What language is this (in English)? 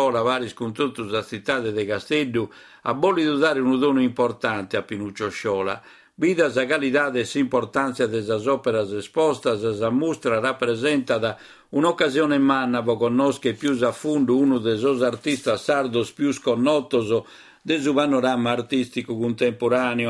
Sardinian